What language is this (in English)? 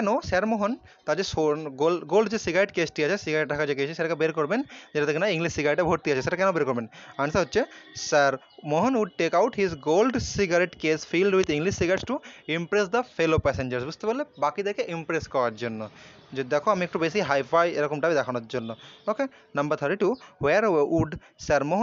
Bangla